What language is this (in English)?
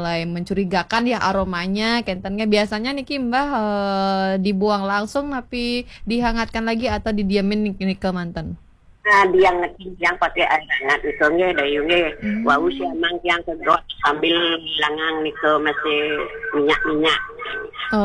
Balinese